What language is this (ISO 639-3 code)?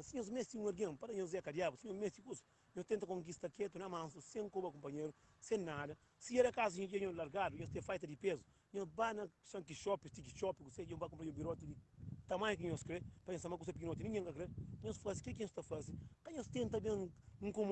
kea